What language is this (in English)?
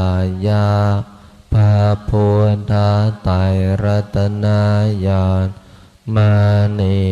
Pali